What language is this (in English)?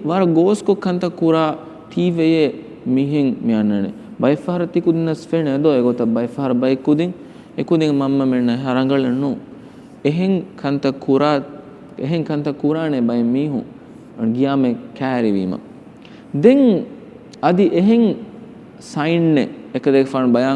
Divehi